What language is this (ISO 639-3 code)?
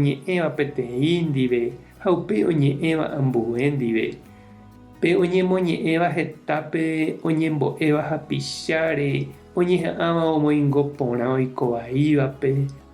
grn